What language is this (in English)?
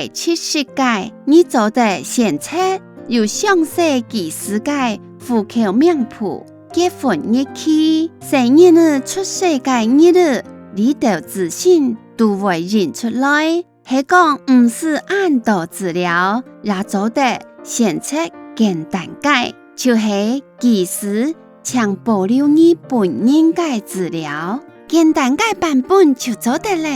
Hakka Chinese